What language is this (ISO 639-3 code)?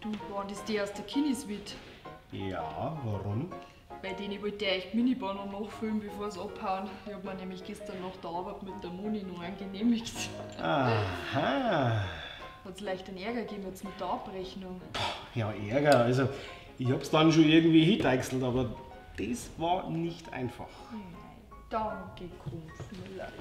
bar